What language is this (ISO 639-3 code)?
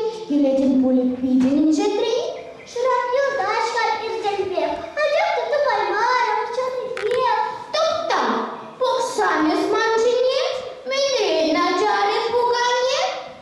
chv